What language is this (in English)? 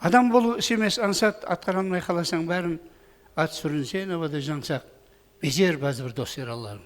Kara-Kalpak